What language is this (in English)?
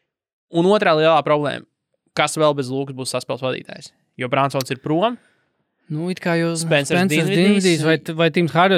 Latvian